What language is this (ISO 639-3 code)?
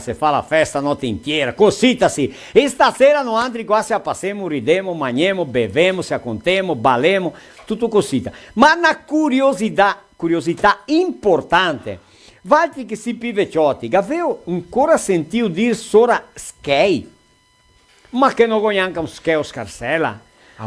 vec